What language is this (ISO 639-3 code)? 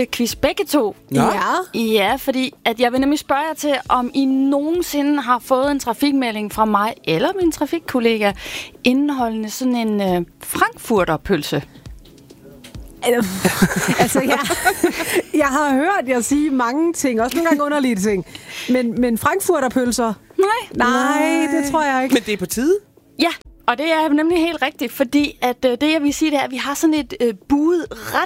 dan